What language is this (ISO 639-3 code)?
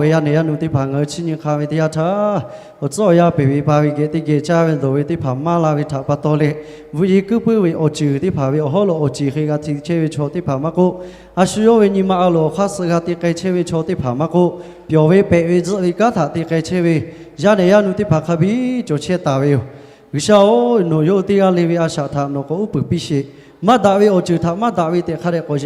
lhu